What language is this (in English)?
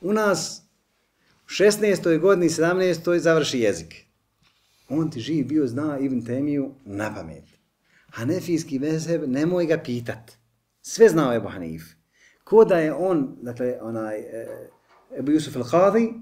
Bosnian